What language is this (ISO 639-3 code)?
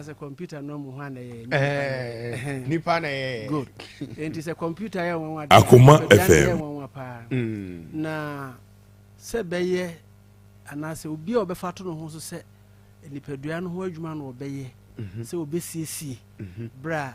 aka